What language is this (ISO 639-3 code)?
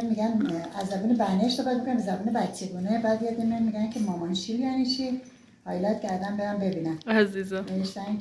fas